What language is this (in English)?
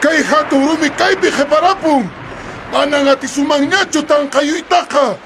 Quechua